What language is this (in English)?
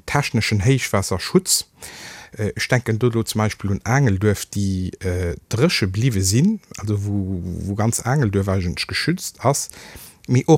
Luxembourgish